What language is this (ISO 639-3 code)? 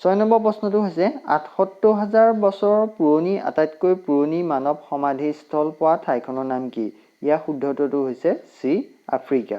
asm